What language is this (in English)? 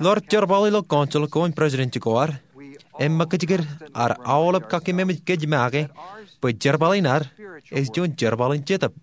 Marshallese